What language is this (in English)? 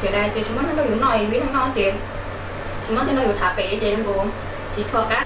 Hmong